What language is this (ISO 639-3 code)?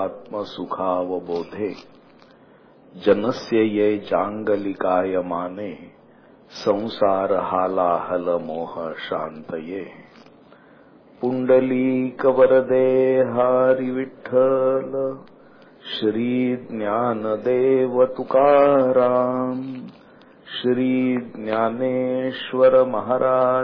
mar